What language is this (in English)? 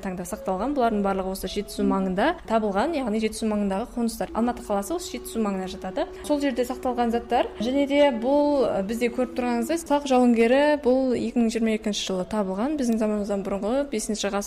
Kazakh